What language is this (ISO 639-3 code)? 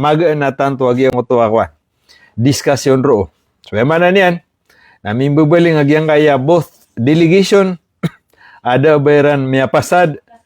mrw